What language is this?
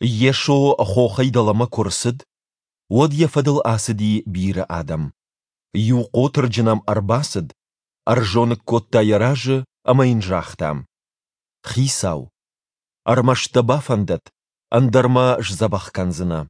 Ossetic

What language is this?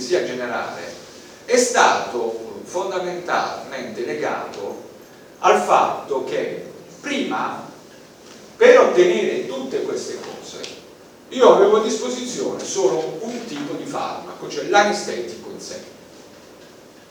Italian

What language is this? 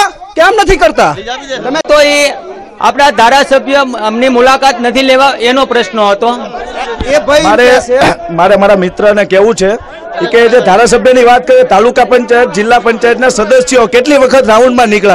Gujarati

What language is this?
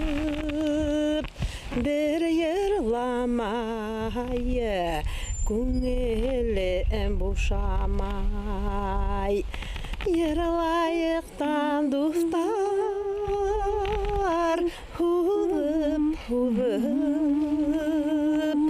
Bashkir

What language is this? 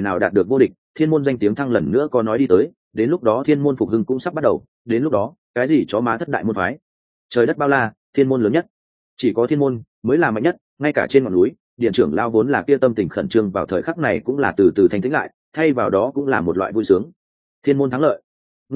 Vietnamese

